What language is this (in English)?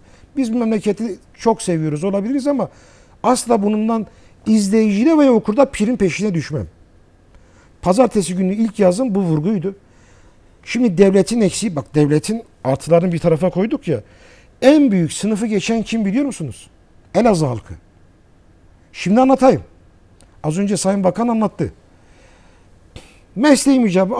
Turkish